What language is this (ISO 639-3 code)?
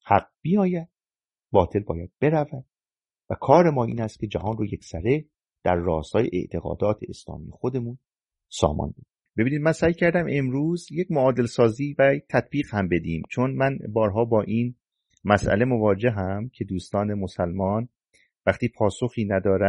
fas